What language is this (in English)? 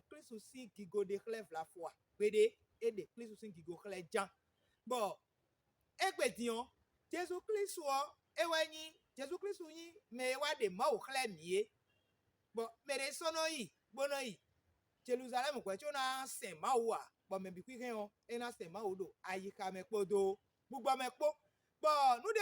Fon